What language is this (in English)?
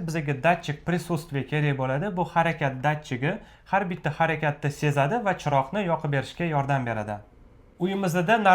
Uzbek